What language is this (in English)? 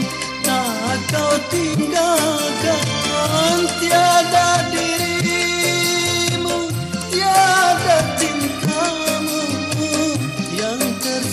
Malay